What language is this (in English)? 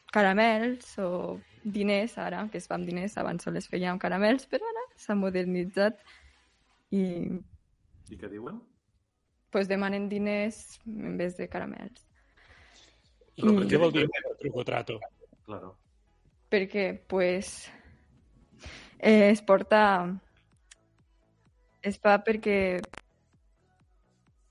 Catalan